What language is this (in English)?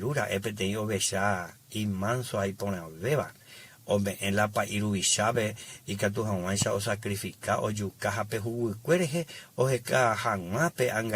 Guarani